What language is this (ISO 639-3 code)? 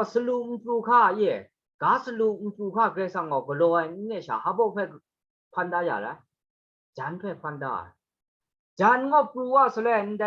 kac